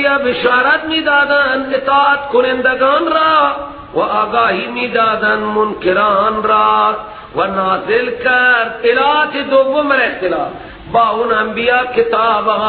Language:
Persian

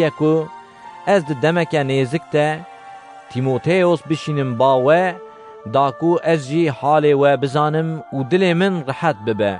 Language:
Kurdish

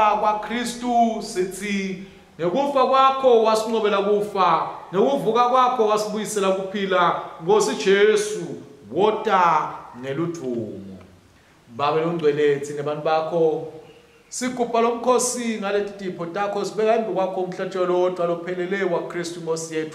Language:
Swati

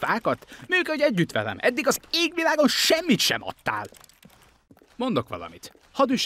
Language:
Hungarian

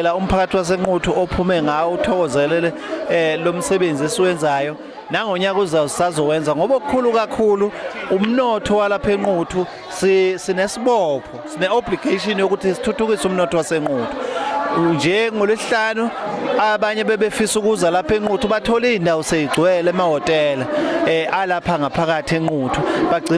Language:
Zulu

